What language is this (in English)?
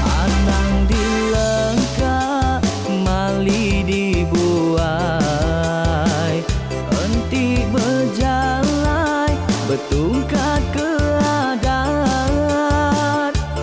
Iban